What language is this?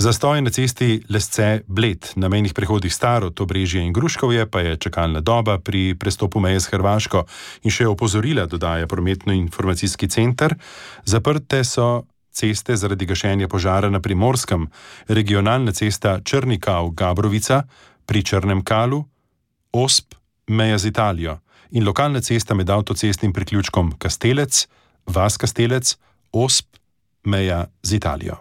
Slovenian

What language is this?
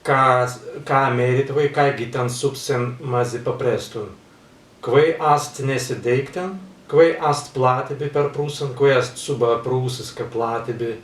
Prussian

